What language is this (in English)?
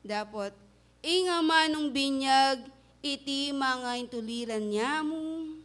Pampanga